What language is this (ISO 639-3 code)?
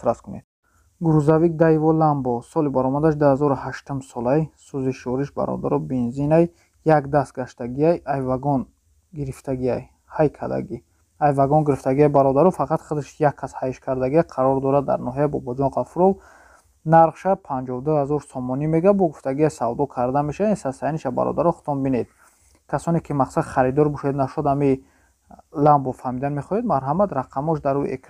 tgk